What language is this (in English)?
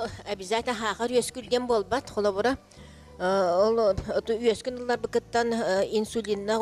Yakut